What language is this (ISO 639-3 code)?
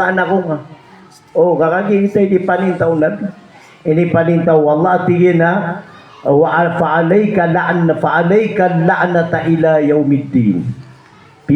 mrw